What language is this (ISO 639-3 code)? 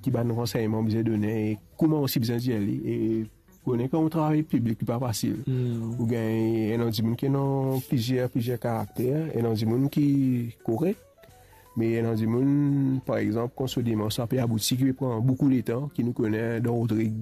mfe